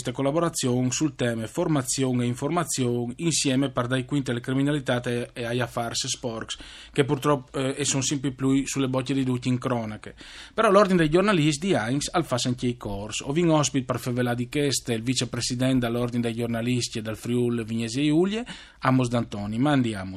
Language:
Friulian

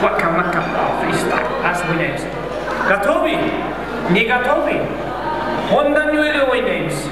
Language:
Kara-Kalpak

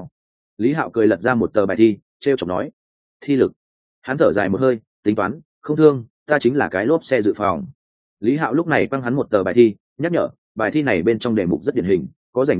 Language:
Vietnamese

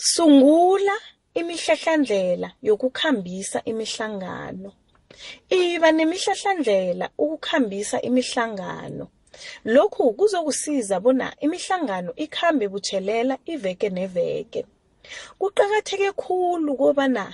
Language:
South Ndebele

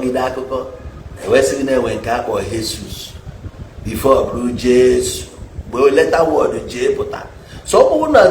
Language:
Igbo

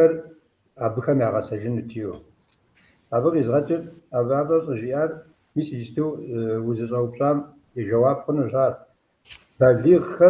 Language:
Kabardian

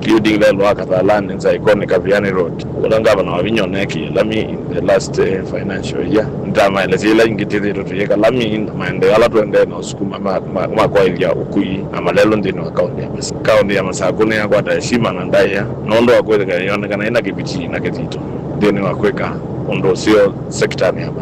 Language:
Kamba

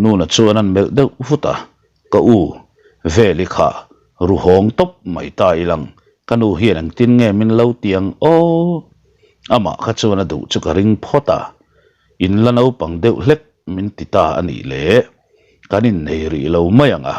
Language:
Mizo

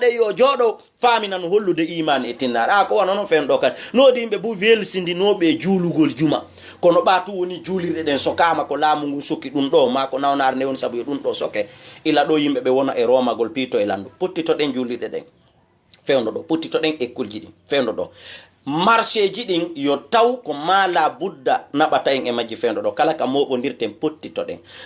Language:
Fula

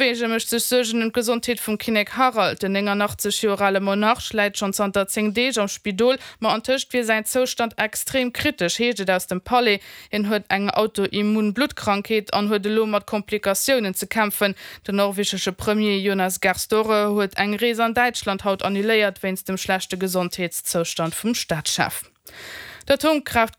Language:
Luxembourgish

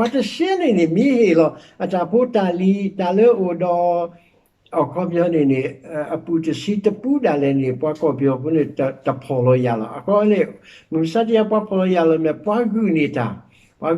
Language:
S'gaw Karen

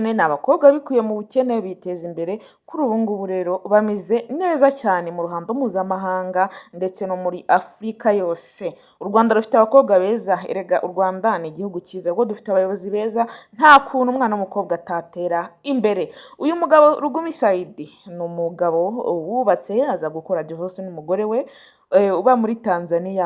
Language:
Kinyarwanda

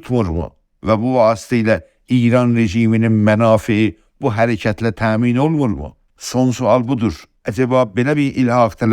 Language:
South Azerbaijani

